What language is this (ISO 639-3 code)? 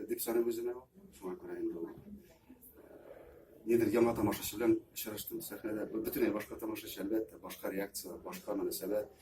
tat